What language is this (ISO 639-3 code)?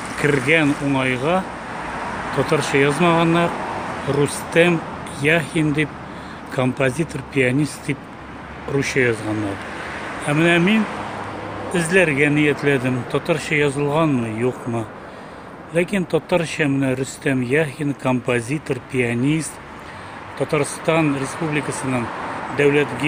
tat